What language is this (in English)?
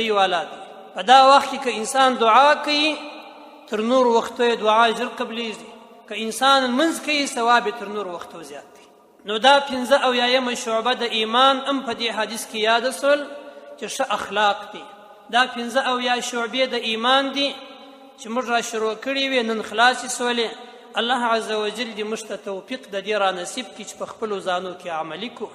Pashto